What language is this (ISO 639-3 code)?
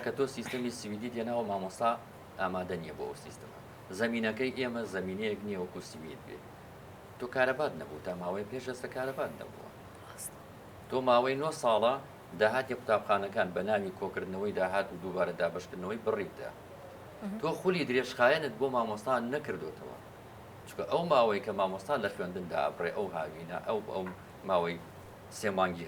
ckb